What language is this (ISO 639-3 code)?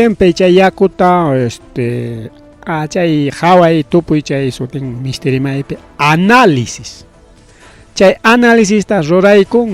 quy